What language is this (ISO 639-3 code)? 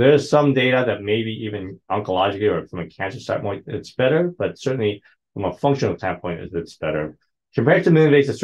eng